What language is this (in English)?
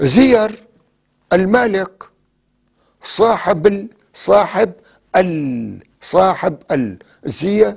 North Levantine Arabic